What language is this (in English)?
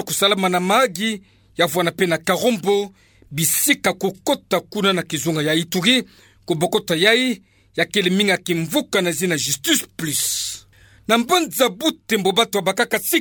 Kituba (Democratic Republic of Congo)